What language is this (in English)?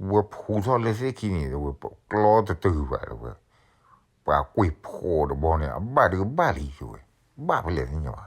S'gaw Karen